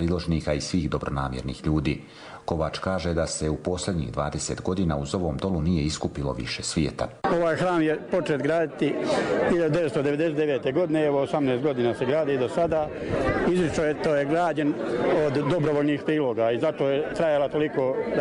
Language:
Croatian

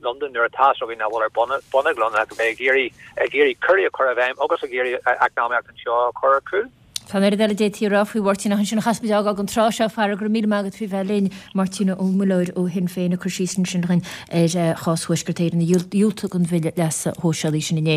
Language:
Irish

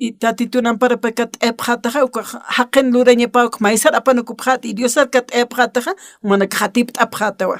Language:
Aymara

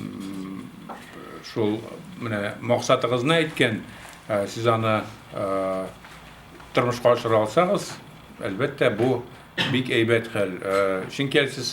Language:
Tatar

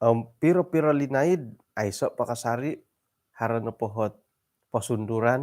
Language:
Central Dusun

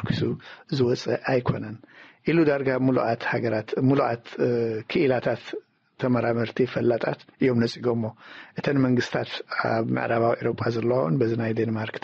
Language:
Tigrinya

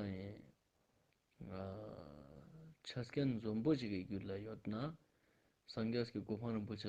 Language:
Ladakhi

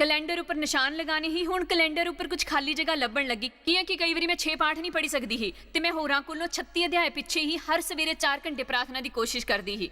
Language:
Dogri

